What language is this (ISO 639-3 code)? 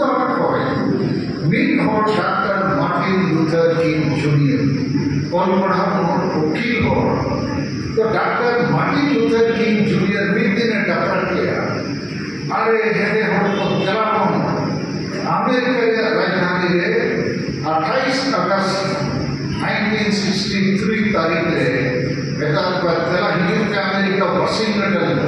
sat